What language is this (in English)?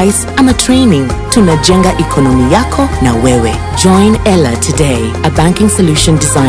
Gusii